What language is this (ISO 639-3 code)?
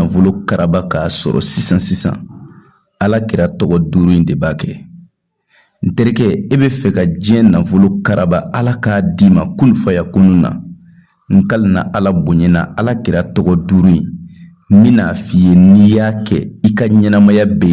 bam